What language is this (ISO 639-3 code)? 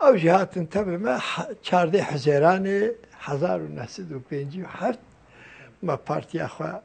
kur